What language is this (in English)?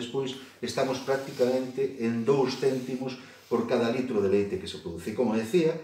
Galician